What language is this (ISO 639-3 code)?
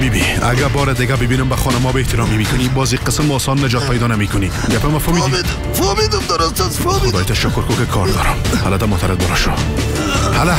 fas